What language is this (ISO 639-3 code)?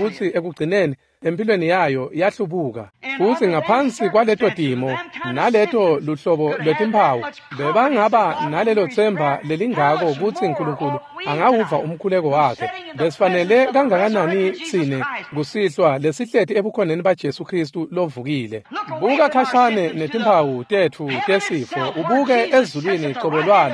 ssw